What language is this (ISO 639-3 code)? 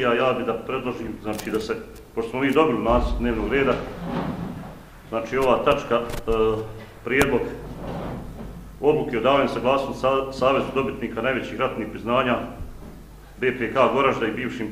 bos